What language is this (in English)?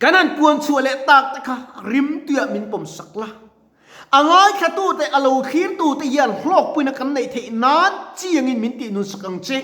Mizo